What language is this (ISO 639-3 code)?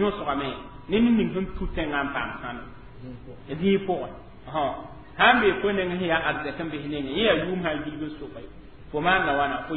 mos